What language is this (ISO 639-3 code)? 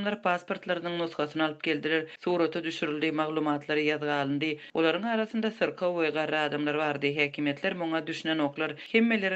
tuk